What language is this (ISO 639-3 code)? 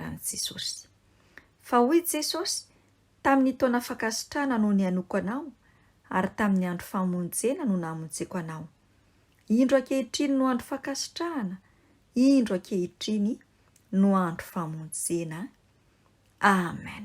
mlg